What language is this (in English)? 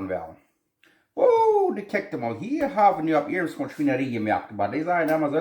Plautdietsch